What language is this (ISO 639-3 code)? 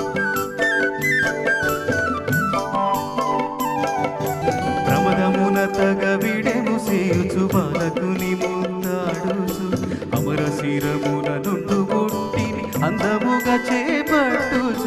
tel